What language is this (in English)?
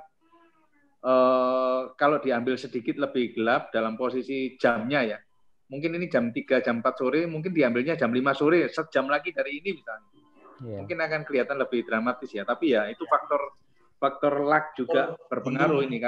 Indonesian